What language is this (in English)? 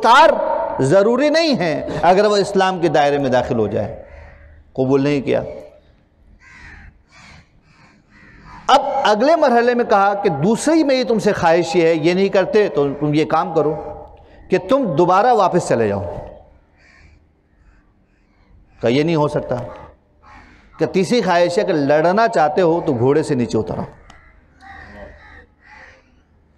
Urdu